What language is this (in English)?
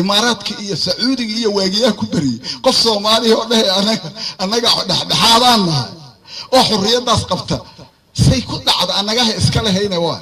Somali